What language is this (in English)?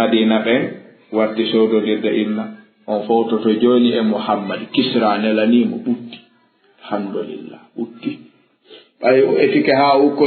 Fula